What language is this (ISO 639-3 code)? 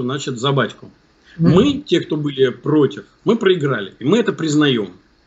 rus